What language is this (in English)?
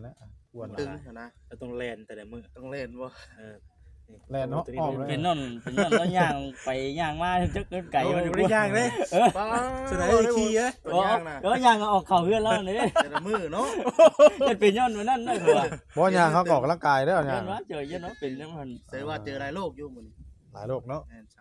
Northeastern Thai